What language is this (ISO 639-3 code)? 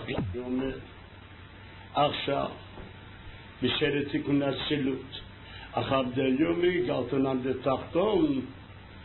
heb